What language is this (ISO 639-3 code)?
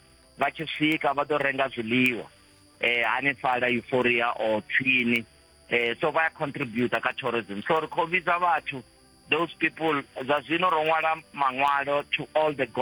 ven